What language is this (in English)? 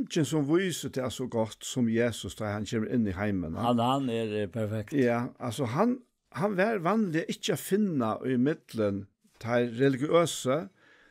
Faroese